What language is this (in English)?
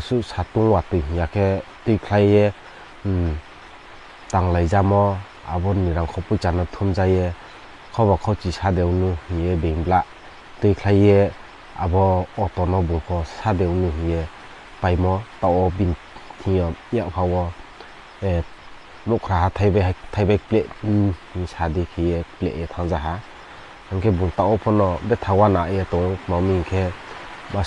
Riang (India)